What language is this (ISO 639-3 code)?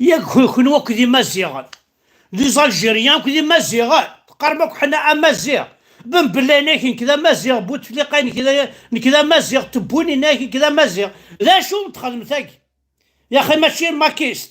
kab